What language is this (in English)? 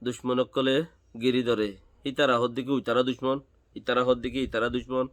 Rohingya